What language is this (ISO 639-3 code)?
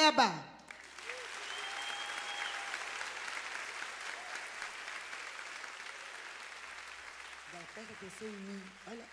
por